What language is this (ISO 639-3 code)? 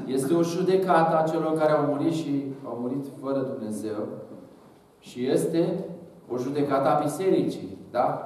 ron